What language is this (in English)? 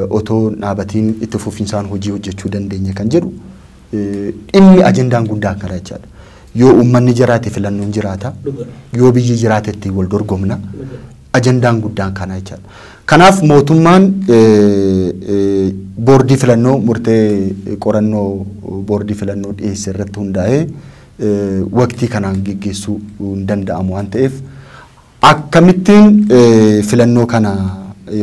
Oromo